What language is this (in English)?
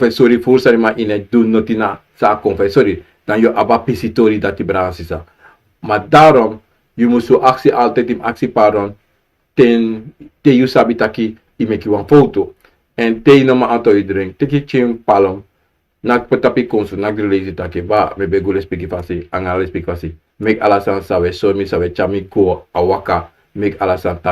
Sranan Tongo